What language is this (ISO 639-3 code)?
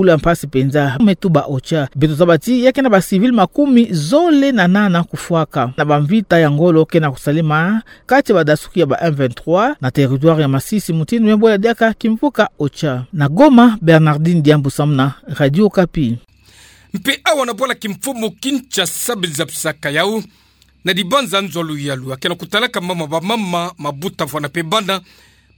ktu